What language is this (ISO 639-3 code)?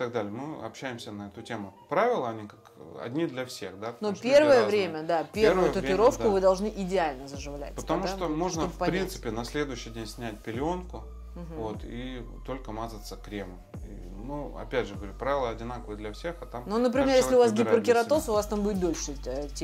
rus